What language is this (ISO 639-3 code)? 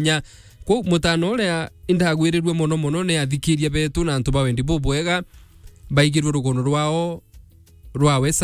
mer